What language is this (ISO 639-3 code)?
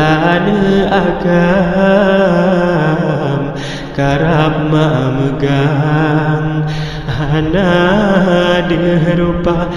ace